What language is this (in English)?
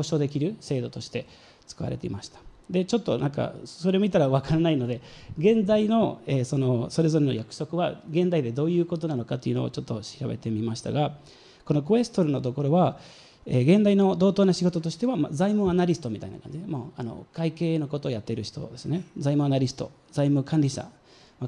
Japanese